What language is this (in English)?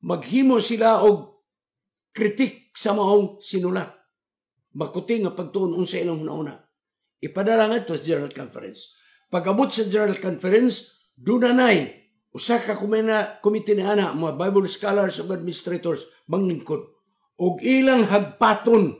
Cebuano